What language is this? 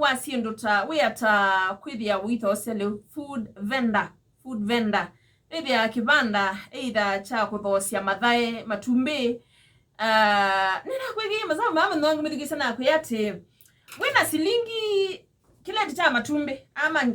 Kamba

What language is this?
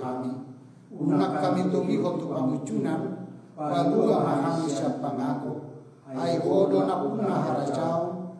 Batak Toba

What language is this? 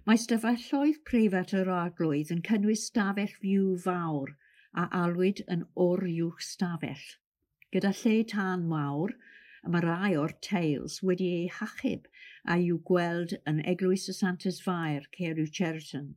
Welsh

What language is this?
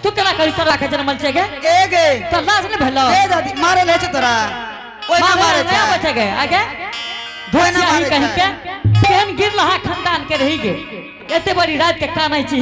Angika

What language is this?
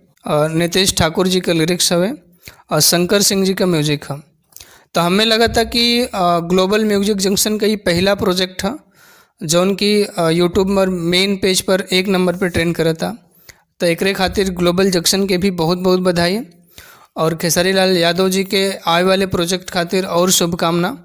Bhojpuri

